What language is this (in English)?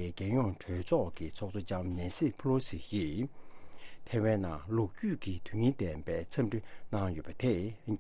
Tibetan